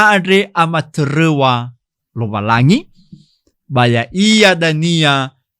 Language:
Nias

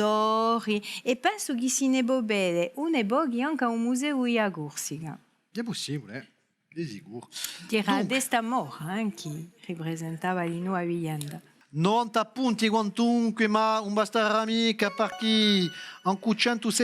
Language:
Corsican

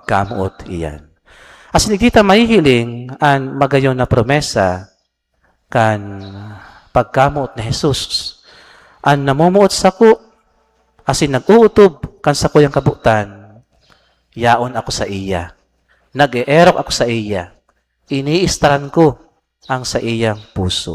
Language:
Bikol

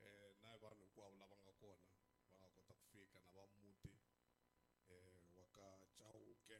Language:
Tsonga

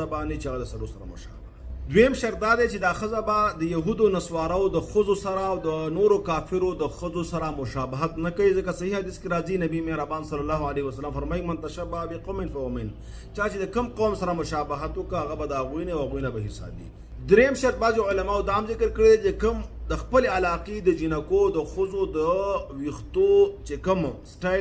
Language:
Pashto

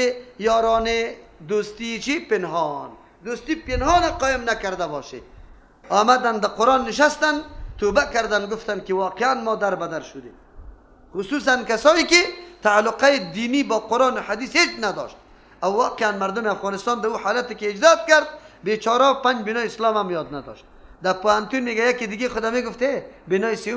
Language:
Persian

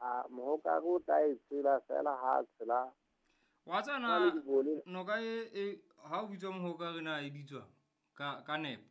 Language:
Southern Sotho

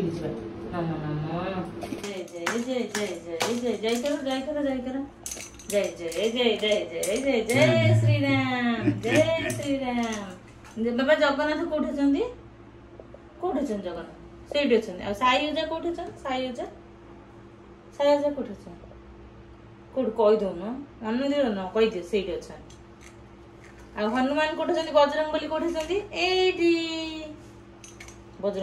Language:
Odia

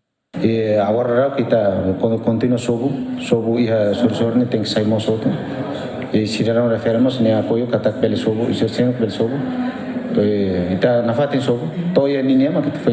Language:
Tetum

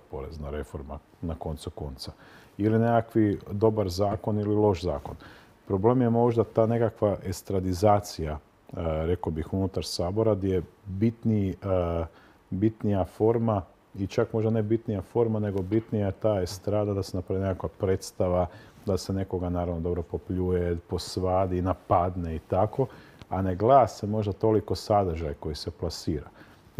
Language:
Croatian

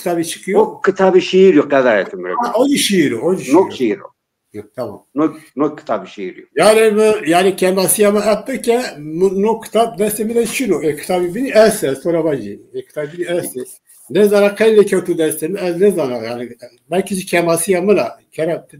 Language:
Zaza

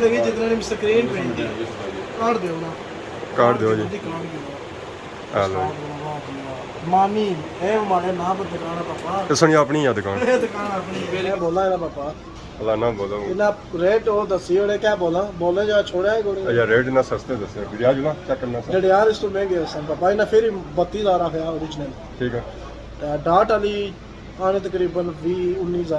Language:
Pahari-Potwari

